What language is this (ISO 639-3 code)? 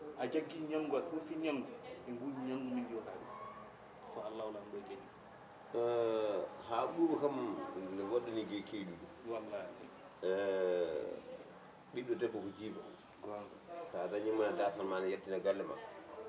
ful